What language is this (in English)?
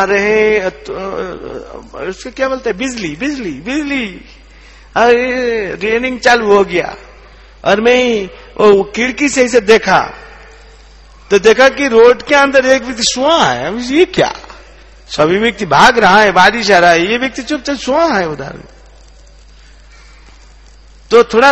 Hindi